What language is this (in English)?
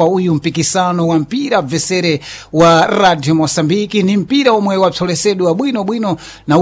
Sena